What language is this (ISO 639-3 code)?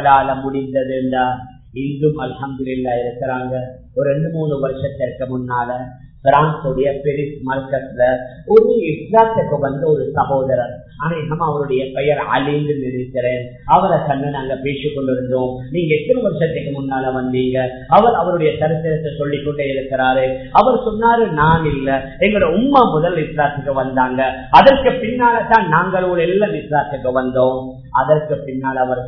tam